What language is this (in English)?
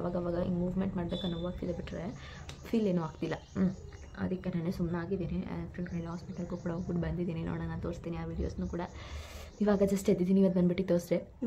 Kannada